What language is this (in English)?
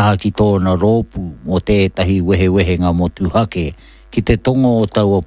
Māori